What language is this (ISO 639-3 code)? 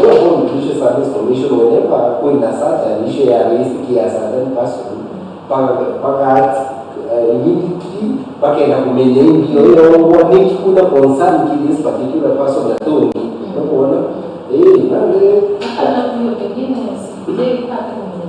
mer